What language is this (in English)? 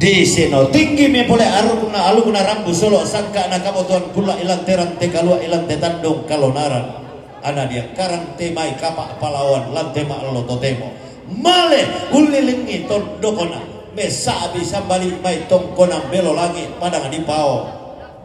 Toraja-Sa'dan